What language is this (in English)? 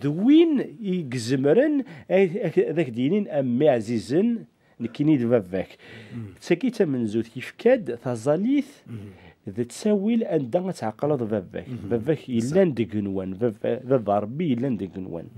Kabyle